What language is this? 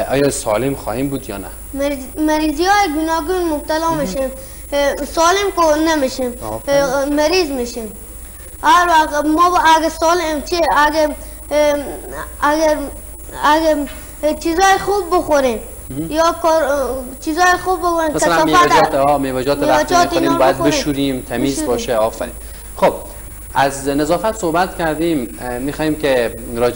Persian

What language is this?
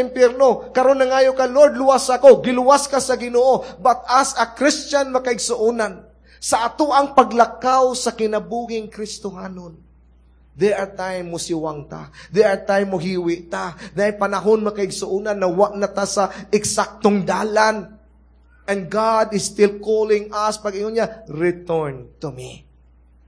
Cebuano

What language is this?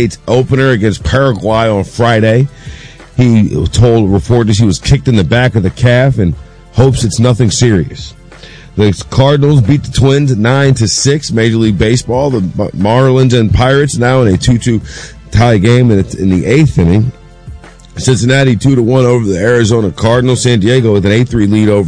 English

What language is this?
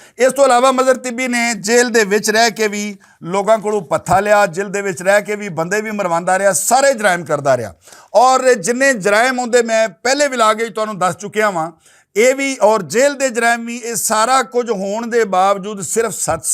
Western Panjabi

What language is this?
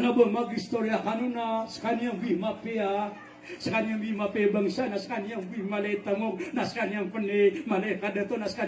Maranao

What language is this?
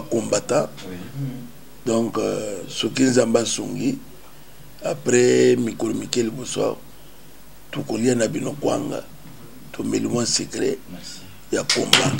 Lingala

